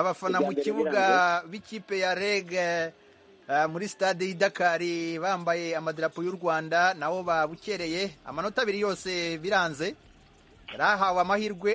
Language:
Kinyarwanda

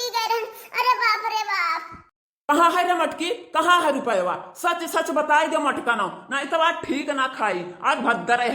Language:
Awadhi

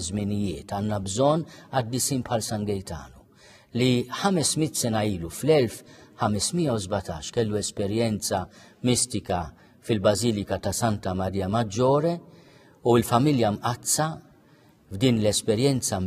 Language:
Maltese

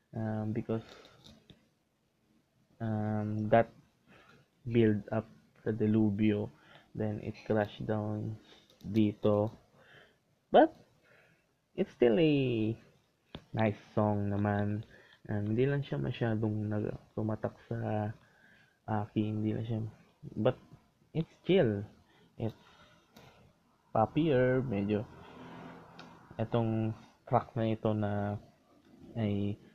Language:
Filipino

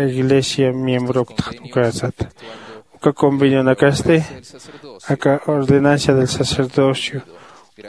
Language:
Aymara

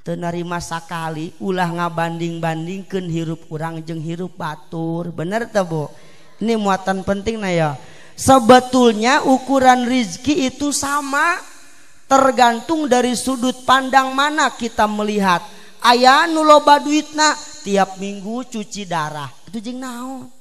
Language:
Sundanese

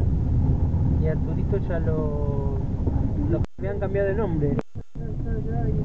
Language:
Spanish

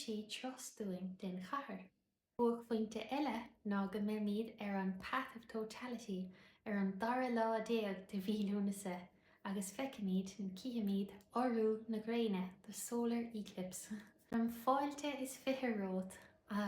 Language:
Irish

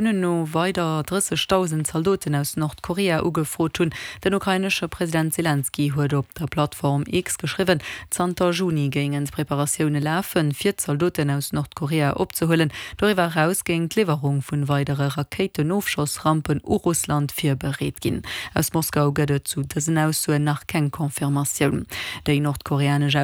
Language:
Luxembourgish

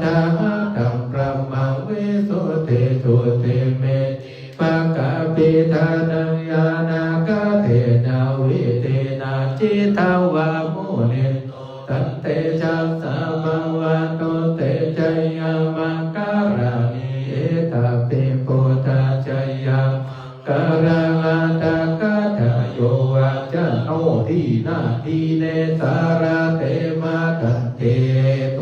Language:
Pali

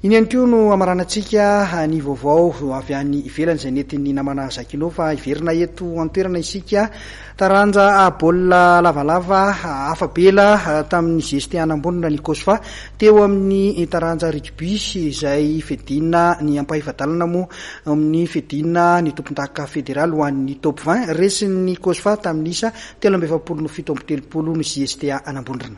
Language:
Malagasy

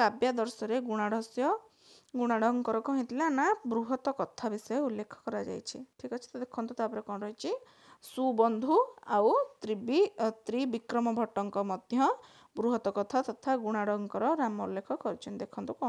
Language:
Odia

